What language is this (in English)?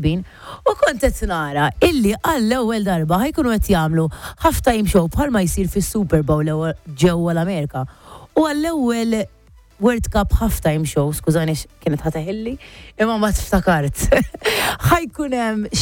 Maltese